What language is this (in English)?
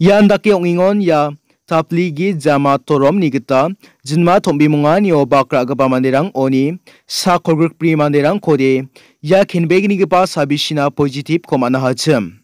Garo